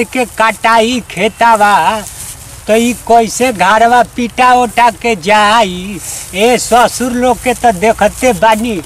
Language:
Bhojpuri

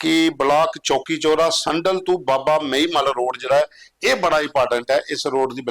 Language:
Dogri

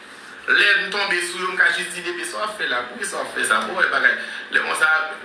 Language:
Haitian Creole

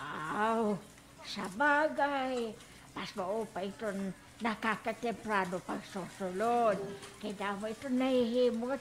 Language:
Waray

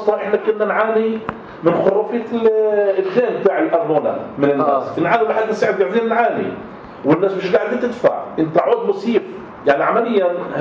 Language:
North Levantine Arabic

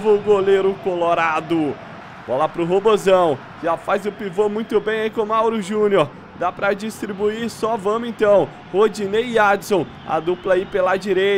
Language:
Portuguese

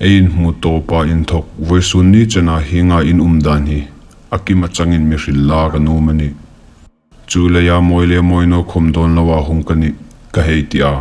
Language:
Hmar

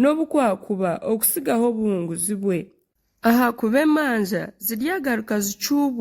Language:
Nyankole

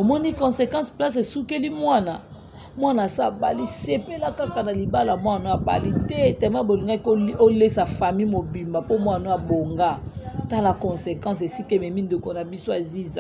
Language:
Lingala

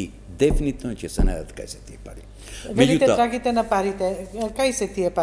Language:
Macedonian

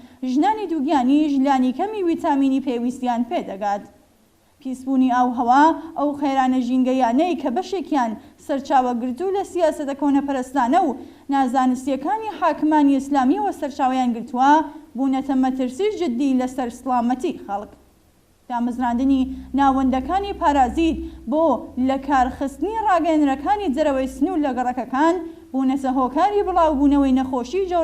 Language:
Central Kurdish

